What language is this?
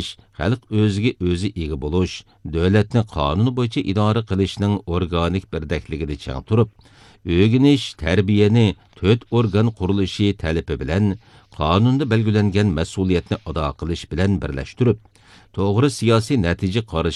Uyghur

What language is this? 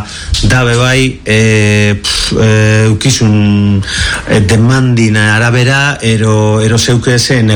Basque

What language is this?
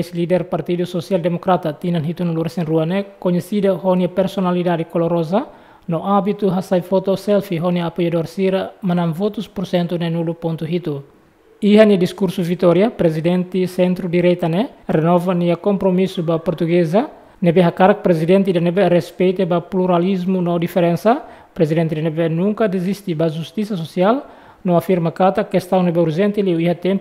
Tetum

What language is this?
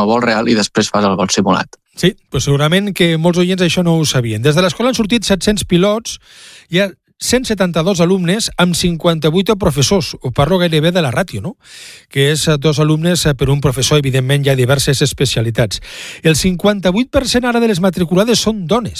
Catalan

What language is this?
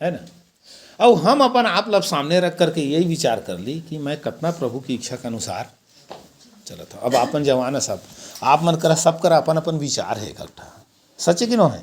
Chhattisgarhi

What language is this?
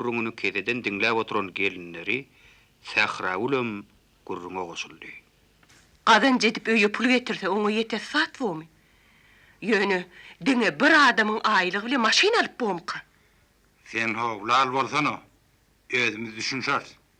Turkmen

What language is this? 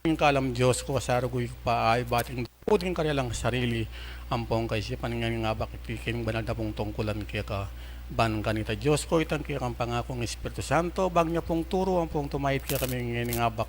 Pampanga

